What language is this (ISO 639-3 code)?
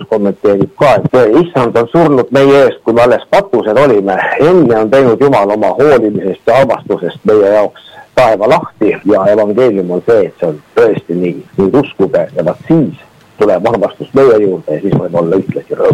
est